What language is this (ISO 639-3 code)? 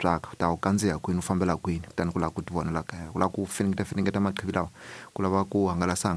tso